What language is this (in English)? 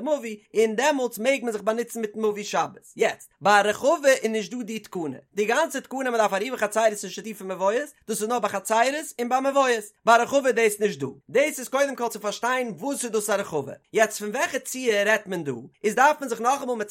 Yiddish